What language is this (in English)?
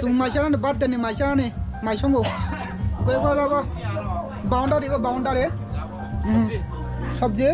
Kok Borok